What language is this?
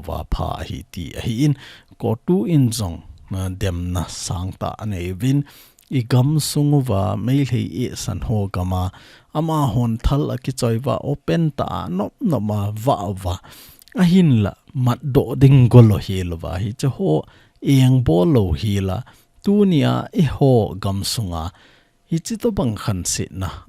Thado Chin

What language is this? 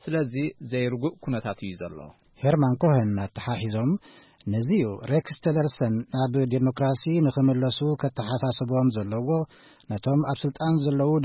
Tigrinya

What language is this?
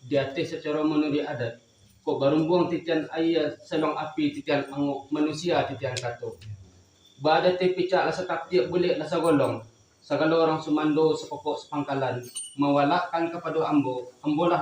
Minangkabau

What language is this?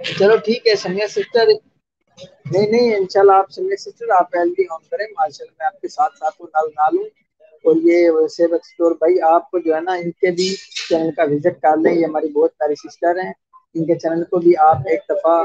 Saraiki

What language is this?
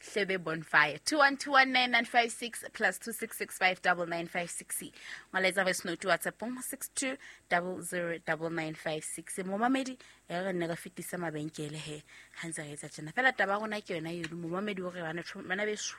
Southern Sotho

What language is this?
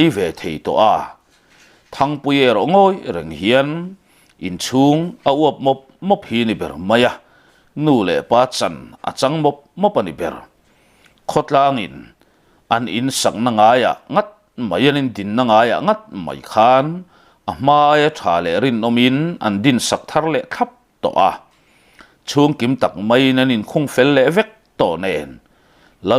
Mizo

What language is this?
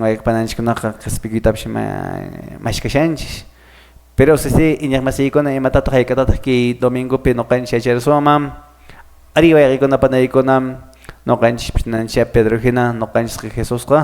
Quechua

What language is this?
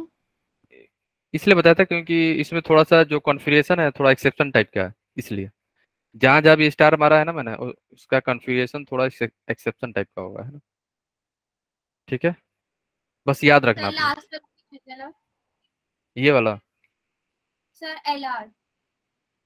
Hindi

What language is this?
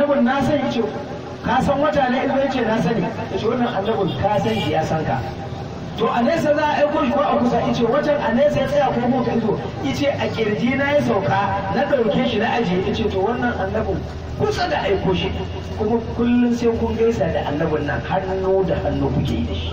Hausa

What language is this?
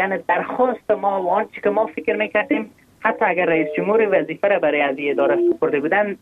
Persian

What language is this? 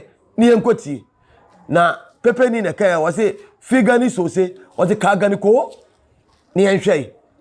Akan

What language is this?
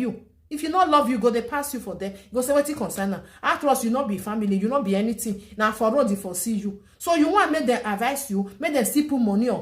Nigerian Pidgin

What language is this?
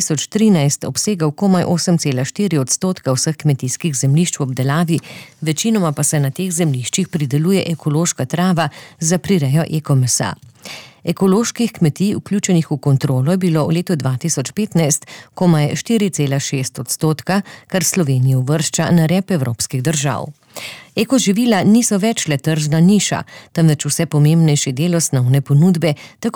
Slovenian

